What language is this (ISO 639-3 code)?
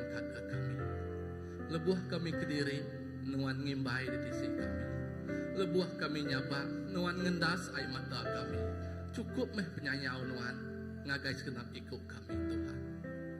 iba